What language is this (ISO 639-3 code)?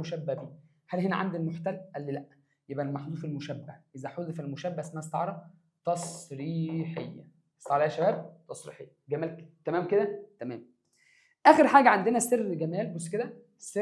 arz